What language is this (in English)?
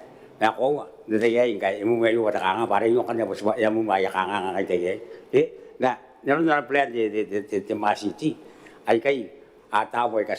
Gilbertese